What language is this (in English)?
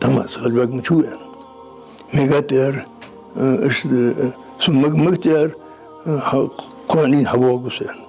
Ingush